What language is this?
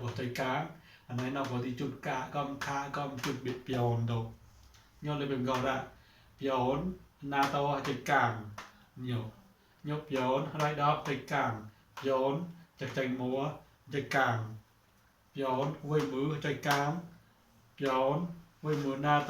Mon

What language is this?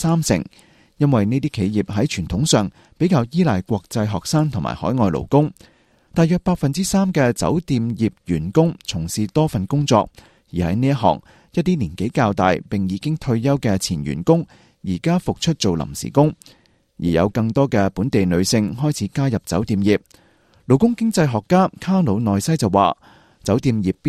Cantonese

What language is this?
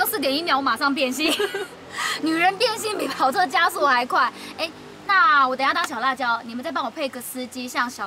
Chinese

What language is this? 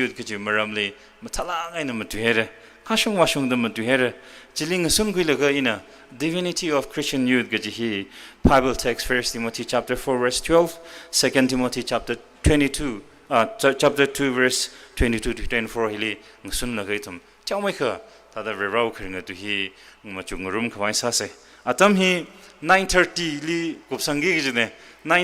Tangkhul Naga (India)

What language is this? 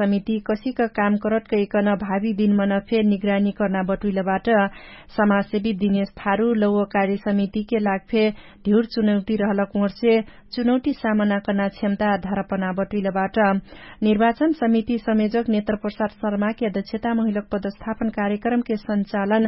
Dangaura Tharu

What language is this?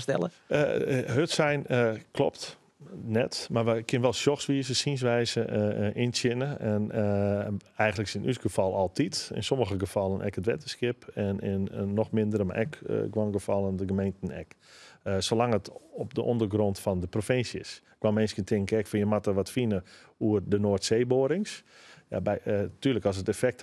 Western Frisian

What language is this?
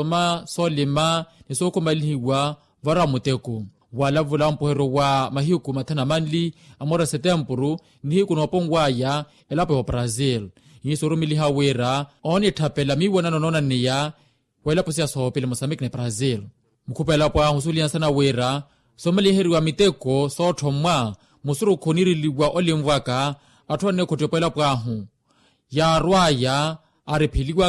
Makhuwa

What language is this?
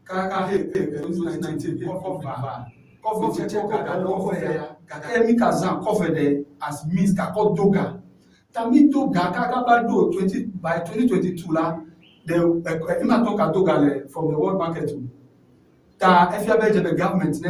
Ewe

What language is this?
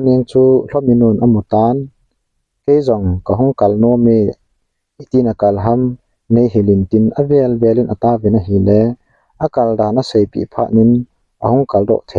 Thado Chin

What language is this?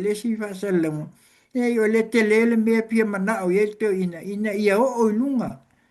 Samoan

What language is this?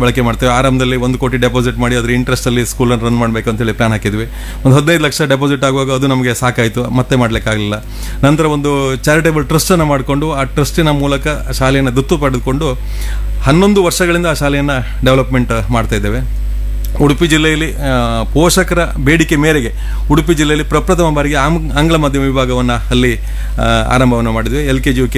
Kannada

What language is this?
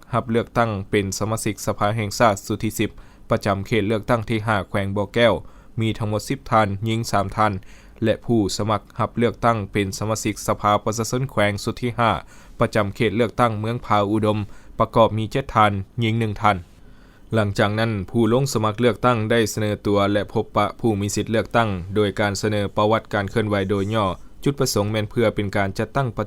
Lao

